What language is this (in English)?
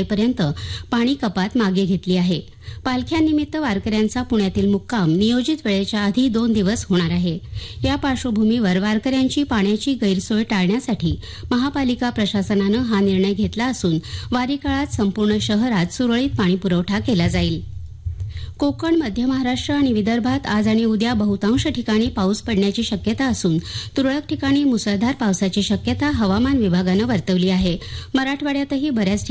Marathi